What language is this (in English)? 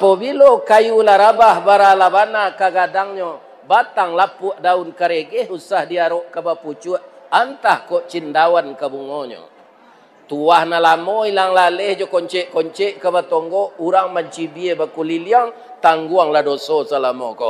Minangkabau